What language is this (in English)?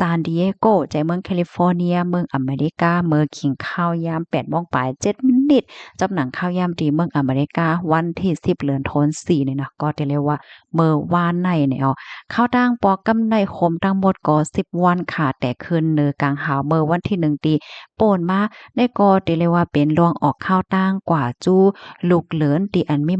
Shan